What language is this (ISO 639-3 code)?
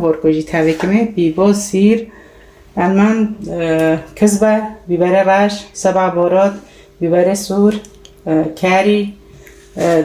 kur